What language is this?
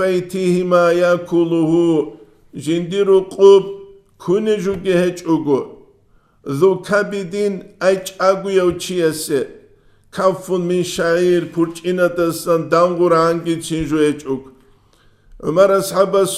Avaric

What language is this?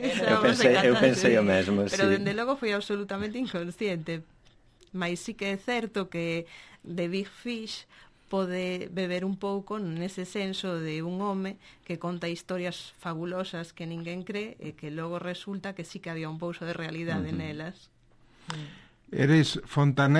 Galician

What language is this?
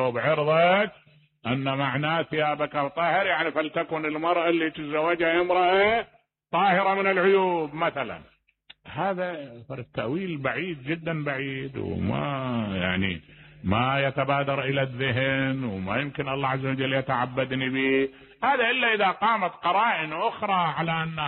Mesopotamian Arabic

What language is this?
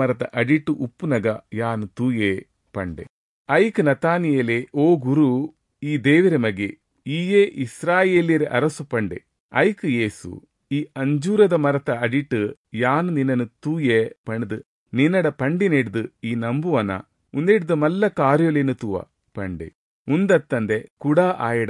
Tulu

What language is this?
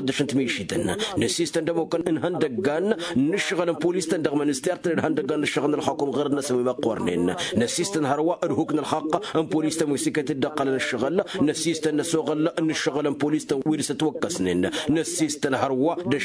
Tamasheq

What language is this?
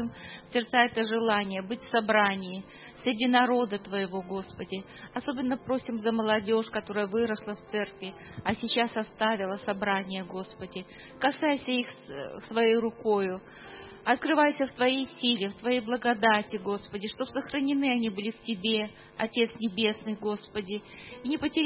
Russian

